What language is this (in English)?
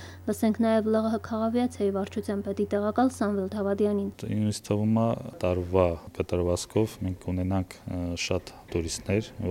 Armenian